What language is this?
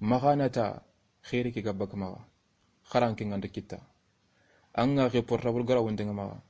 Soninke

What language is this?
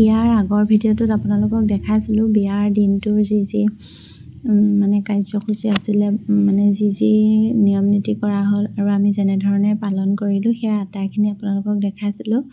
Assamese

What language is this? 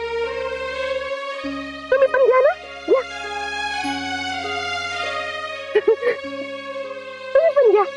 Marathi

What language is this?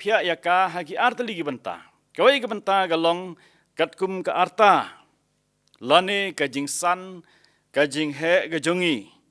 Khasi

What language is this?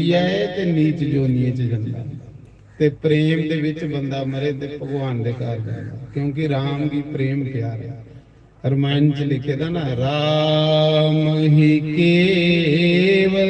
Dogri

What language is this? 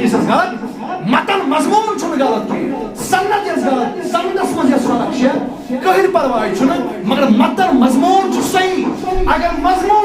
Kashmiri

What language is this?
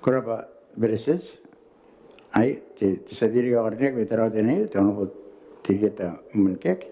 Gilbertese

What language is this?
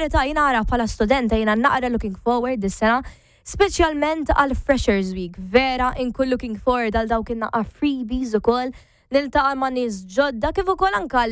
Maltese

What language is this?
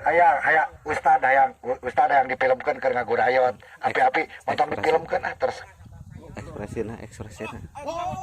Sundanese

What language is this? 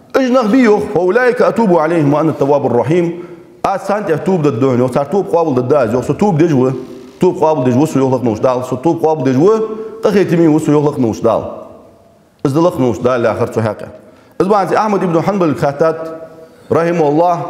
Ingush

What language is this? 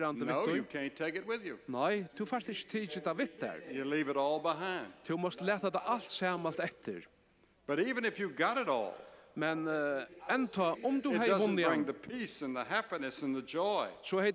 Faroese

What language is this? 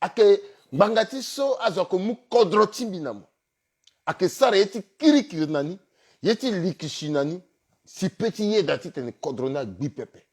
Sango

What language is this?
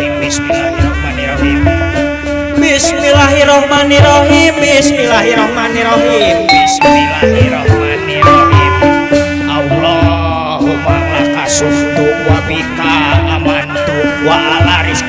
Betawi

